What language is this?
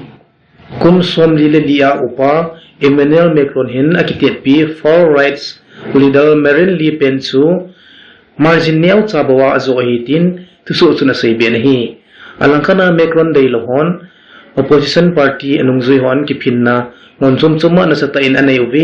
Thado Chin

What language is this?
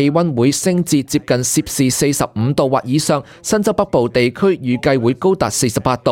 Cantonese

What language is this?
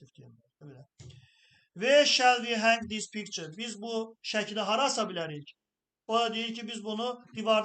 Azerbaijani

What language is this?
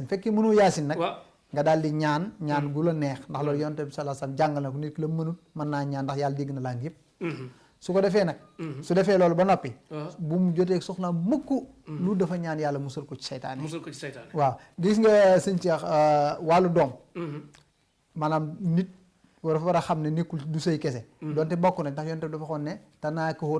Wolof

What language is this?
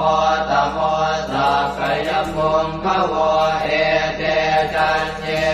Pali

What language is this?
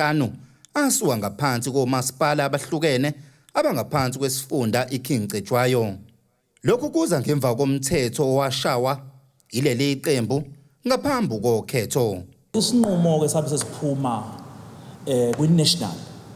Zulu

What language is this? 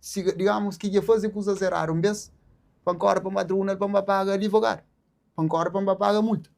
Kabuverdianu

